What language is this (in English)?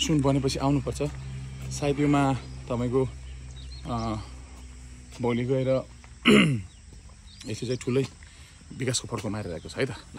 Nepali